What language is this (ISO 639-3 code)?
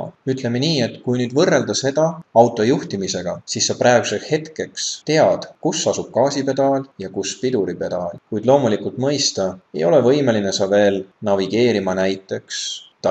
est